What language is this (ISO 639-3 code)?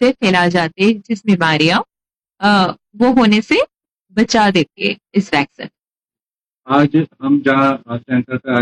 hin